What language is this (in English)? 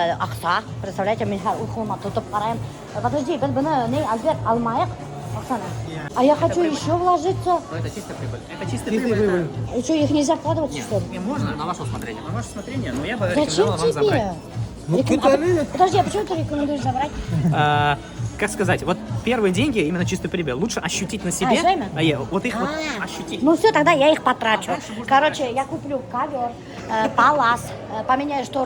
Bashkir